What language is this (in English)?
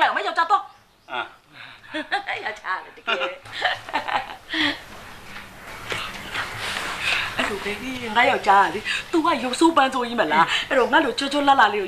Burmese